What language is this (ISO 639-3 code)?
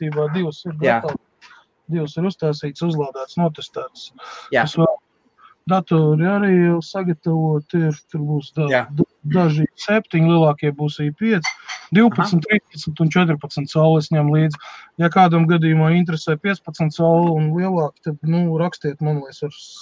lav